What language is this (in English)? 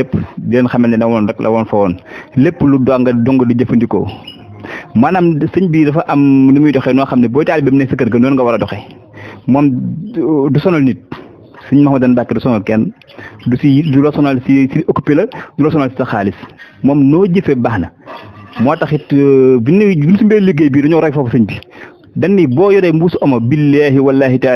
Wolof